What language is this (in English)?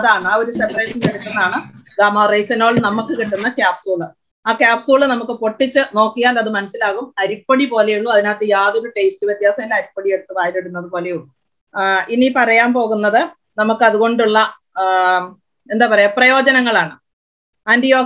Malayalam